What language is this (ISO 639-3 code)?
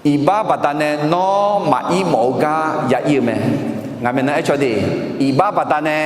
ahk